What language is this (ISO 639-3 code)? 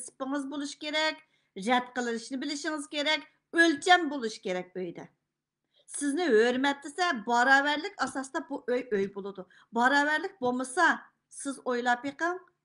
uig